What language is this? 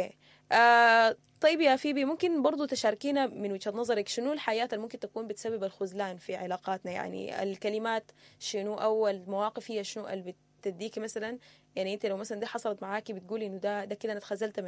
Sudanese Arabic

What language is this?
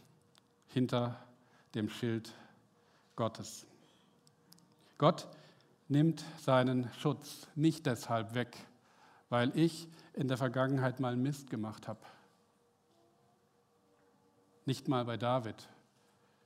German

